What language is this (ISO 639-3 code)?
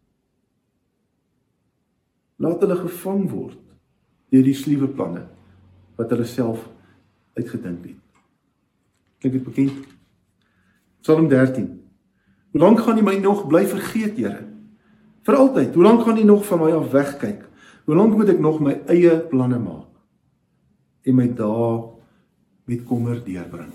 afr